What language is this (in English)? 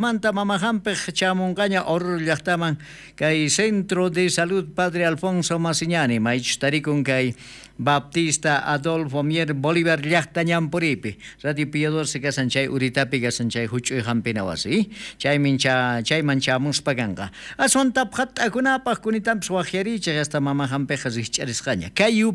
South Bolivian Quechua